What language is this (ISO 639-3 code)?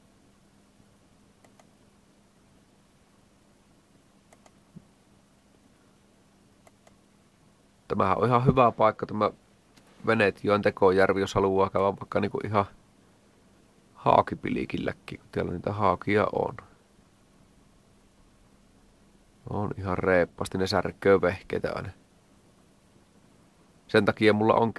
fin